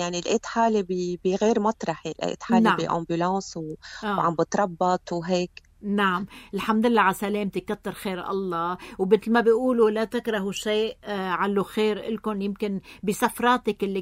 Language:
North Levantine Arabic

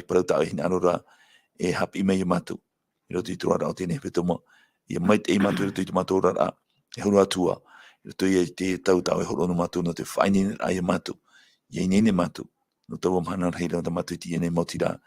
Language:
Tahitian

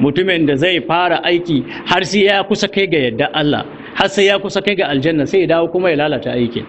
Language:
Hausa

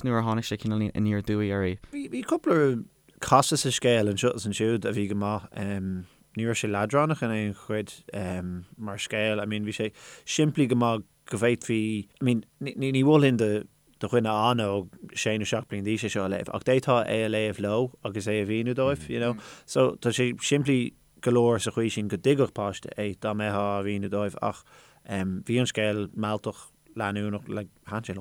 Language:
Irish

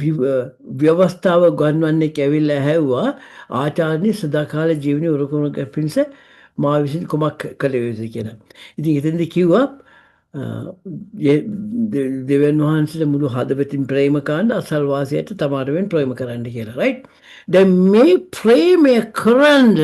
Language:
Sinhala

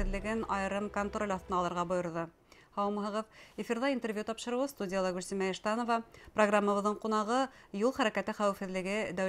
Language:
Bashkir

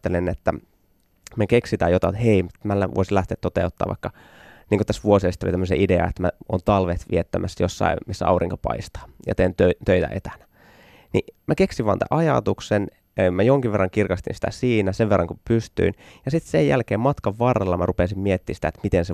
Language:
Finnish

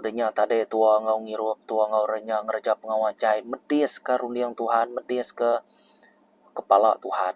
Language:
Iban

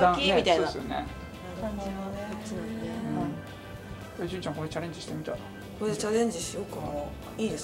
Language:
Japanese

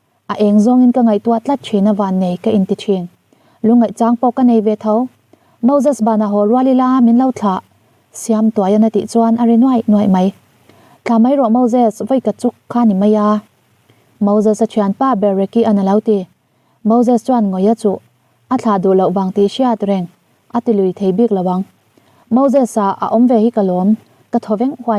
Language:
Mizo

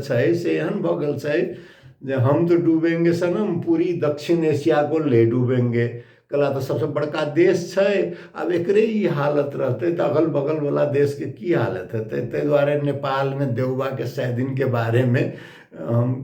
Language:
Maithili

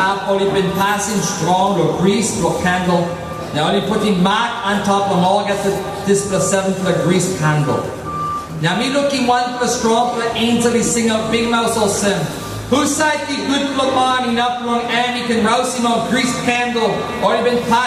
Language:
Tok Pisin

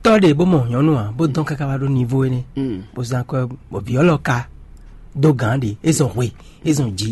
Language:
Fon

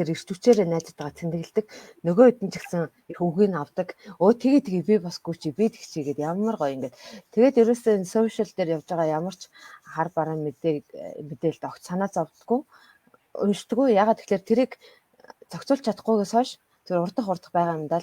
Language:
Mongolian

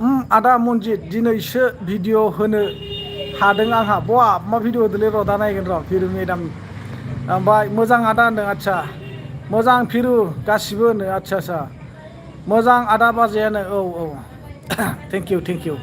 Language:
Bodo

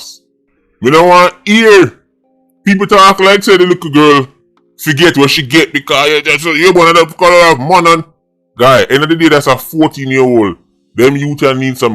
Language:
Jamaican Creole English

